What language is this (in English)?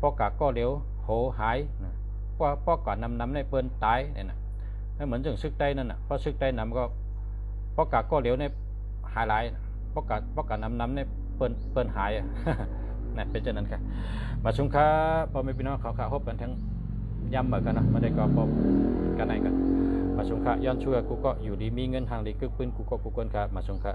Shan